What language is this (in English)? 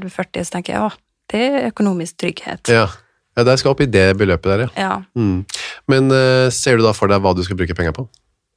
Norwegian